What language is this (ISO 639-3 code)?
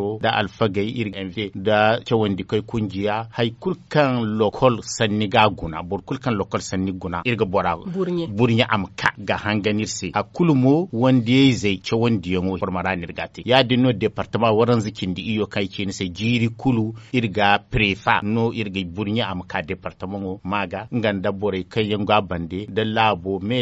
dje